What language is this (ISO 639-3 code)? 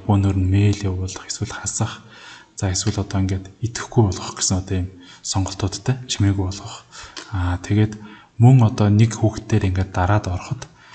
mon